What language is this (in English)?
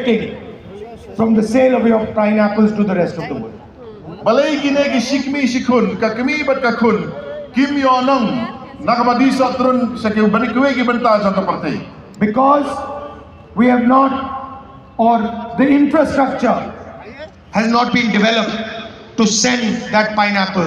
Khasi